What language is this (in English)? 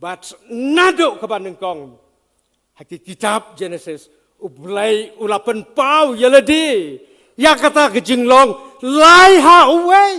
Khasi